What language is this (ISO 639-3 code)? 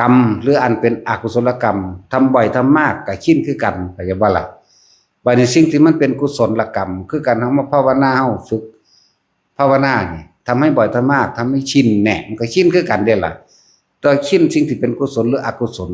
tts